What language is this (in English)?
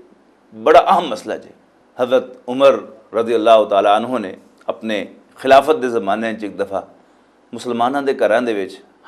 Western Panjabi